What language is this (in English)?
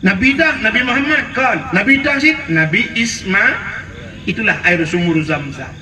Achinese